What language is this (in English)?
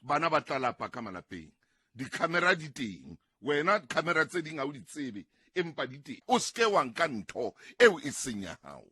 Southern Sotho